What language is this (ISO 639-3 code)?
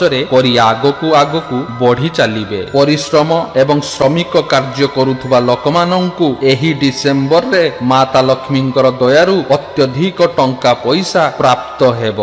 ori